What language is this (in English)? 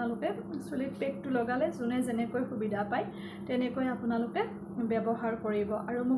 Assamese